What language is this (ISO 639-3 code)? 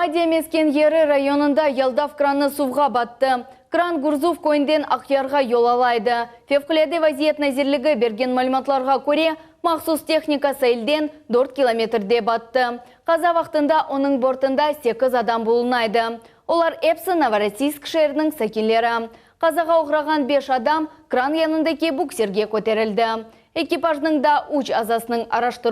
crh